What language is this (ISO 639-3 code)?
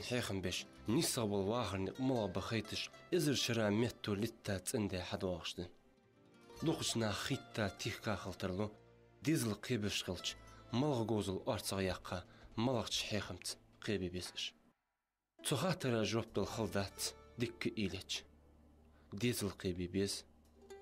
inh